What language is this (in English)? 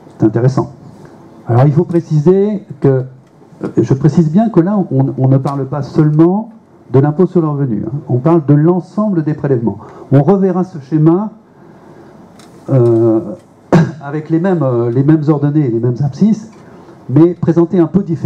French